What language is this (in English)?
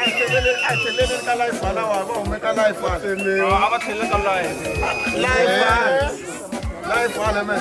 Tsonga